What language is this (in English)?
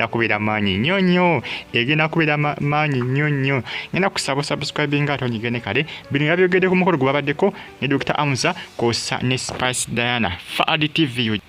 Ganda